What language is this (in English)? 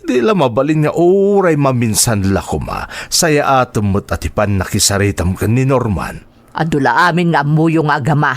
Iloko